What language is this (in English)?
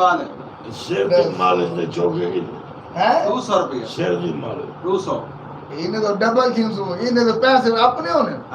Saraiki